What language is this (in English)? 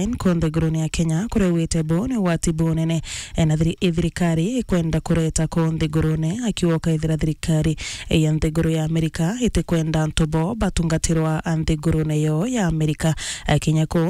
Meru